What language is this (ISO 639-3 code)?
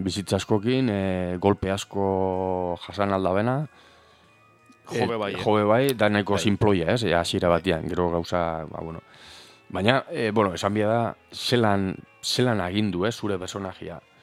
eus